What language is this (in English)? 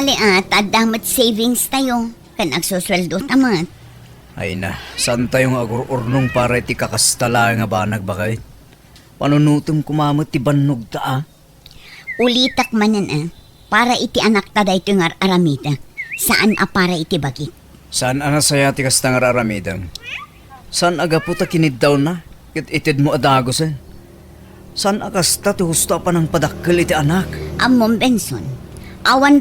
Iloko